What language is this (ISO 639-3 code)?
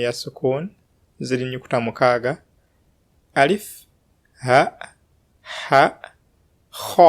lug